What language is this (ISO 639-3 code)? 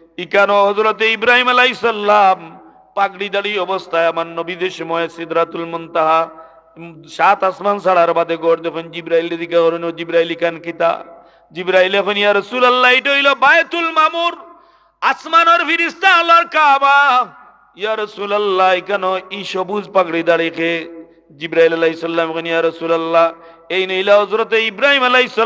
syl